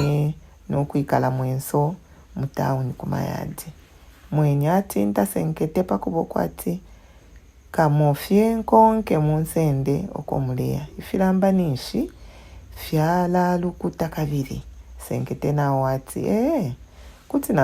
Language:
Bemba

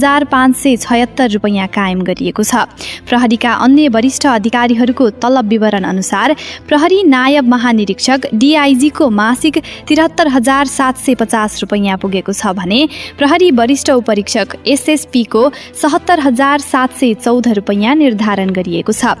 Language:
Nepali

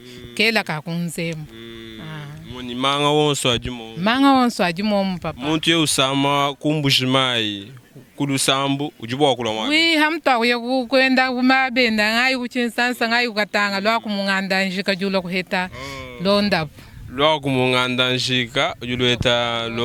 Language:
Luba-Lulua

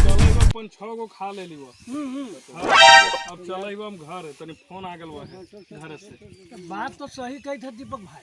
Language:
Magahi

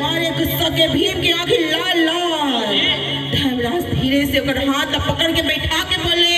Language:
Chhattisgarhi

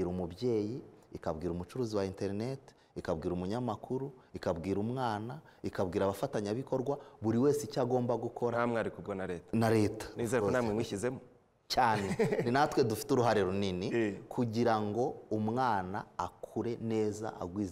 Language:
Kinyarwanda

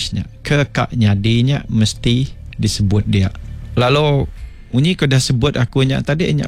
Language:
Iban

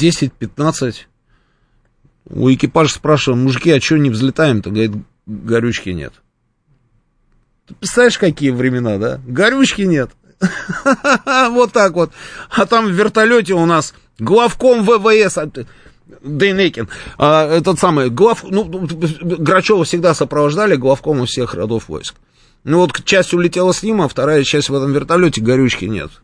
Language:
Russian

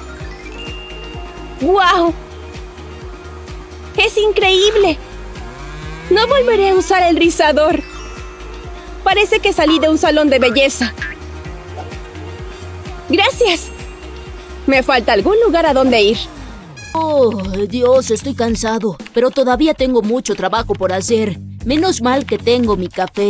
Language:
Spanish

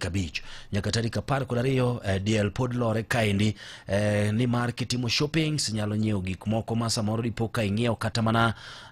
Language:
Luo (Kenya and Tanzania)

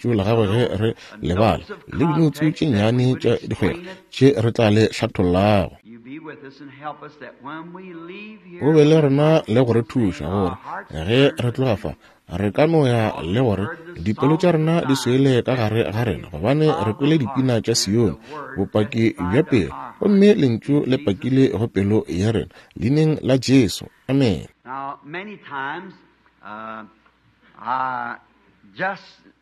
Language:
Northern Sotho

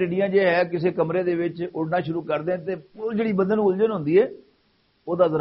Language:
Western Panjabi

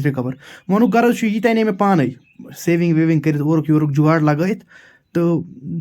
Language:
Kashmiri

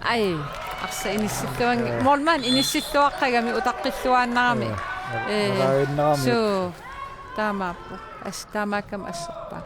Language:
Kalaallisut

